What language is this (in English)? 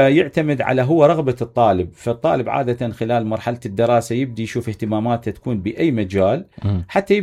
Mesopotamian Arabic